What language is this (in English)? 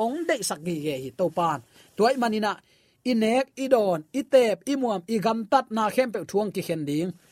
Tedim Chin